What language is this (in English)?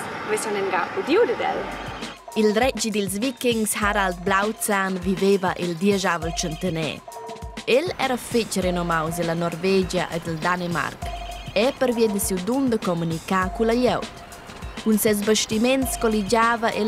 Romansh